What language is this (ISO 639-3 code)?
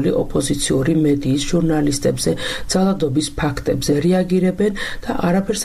kat